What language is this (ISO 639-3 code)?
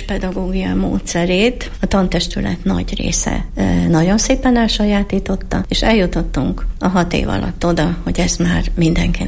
hun